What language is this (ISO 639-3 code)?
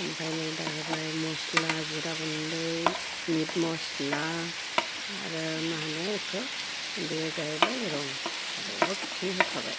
brx